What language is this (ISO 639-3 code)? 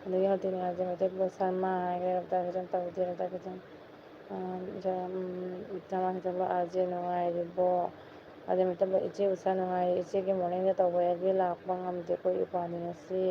mni